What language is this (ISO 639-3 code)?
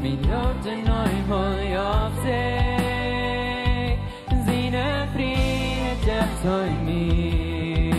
pdt